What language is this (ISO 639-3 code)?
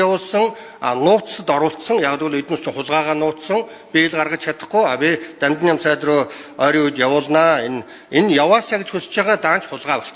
mon